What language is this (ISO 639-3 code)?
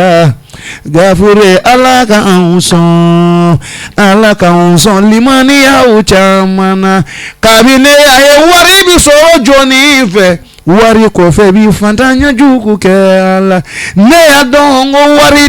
bam